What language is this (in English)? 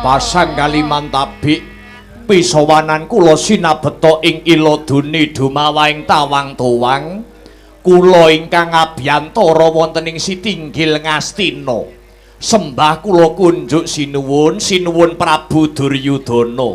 Javanese